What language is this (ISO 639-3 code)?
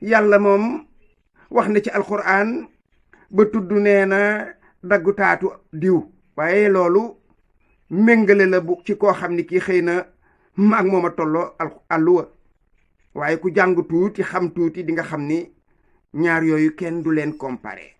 wol